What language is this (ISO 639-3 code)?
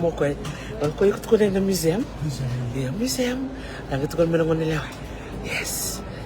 fij